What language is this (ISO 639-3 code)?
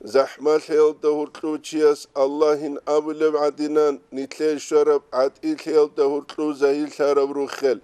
ava